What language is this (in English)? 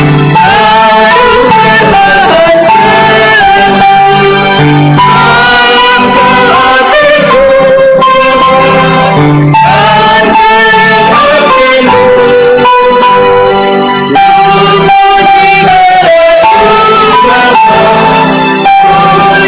Batak Karo